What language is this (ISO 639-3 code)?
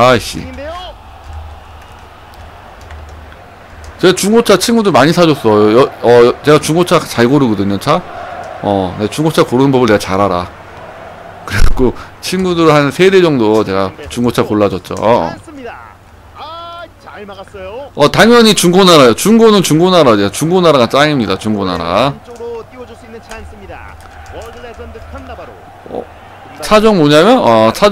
kor